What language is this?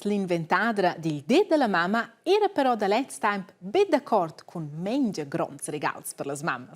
Romansh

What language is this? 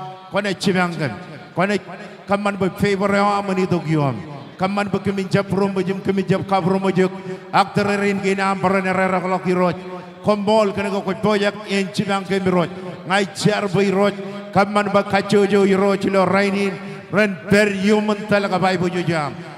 Marshallese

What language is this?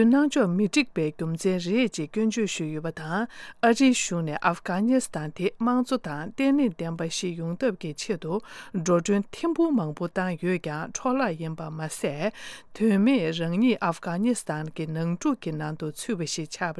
Tibetan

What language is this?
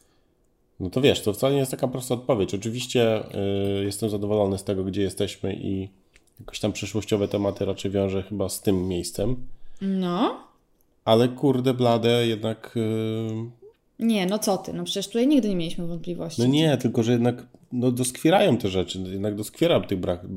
Polish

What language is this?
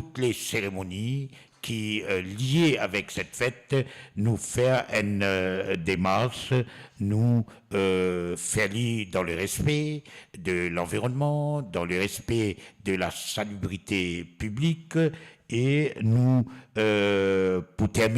Morisyen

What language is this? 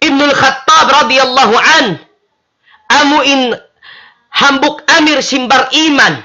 Tausug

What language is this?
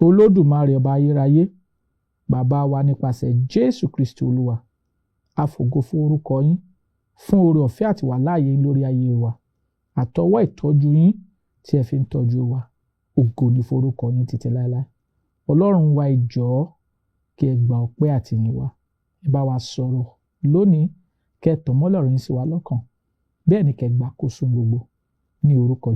Yoruba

